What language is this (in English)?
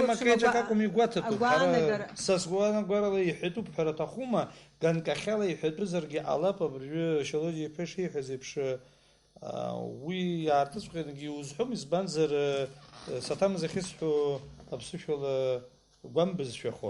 Abkhazian